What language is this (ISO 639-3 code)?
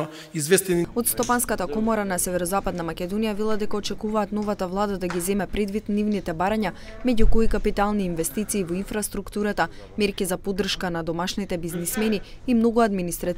mkd